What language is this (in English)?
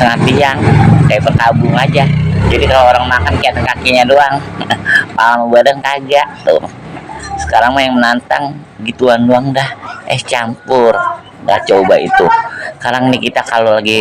Betawi